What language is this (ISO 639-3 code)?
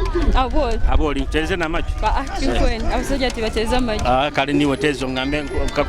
nyo